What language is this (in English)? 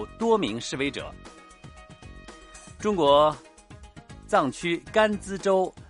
Chinese